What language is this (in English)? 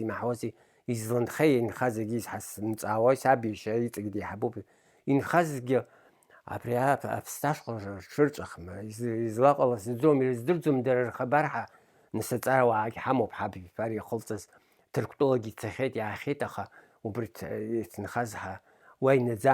Abkhazian